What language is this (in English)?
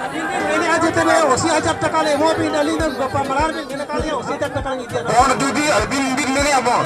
Santali